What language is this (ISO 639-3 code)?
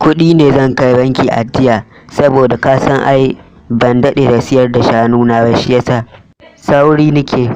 hau